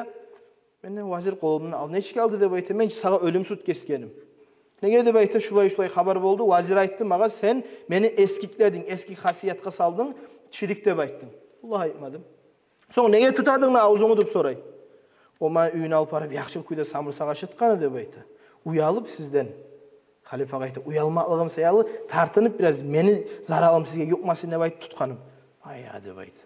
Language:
Kumyk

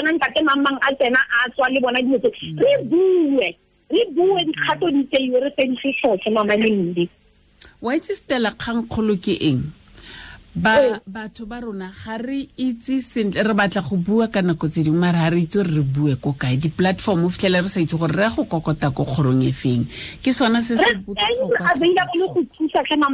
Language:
Tswana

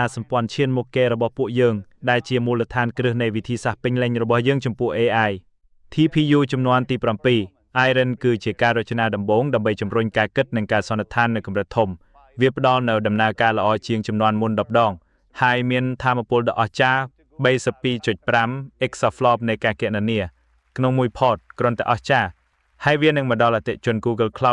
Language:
Khmer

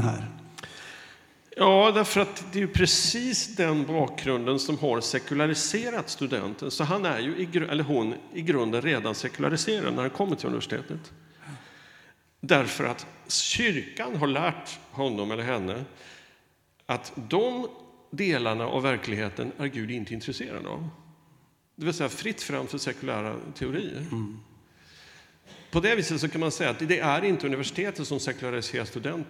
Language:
Swedish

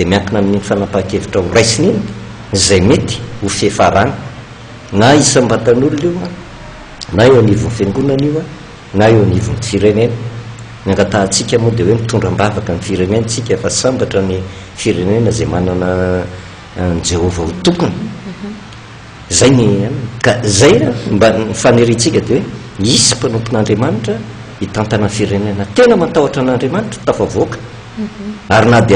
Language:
Malagasy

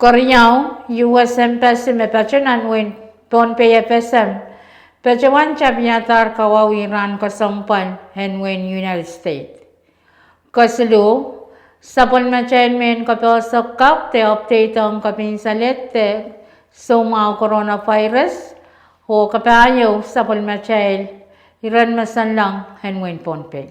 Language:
Pohnpeian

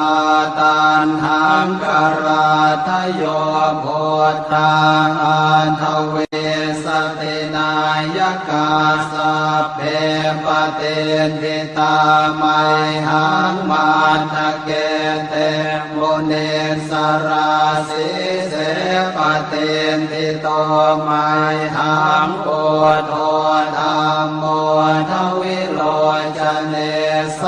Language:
Pali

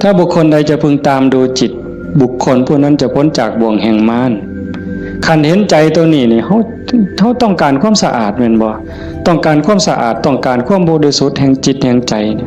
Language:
Northeastern Thai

